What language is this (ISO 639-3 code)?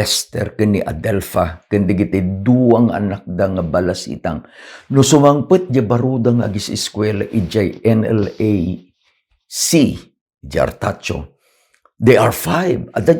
ilo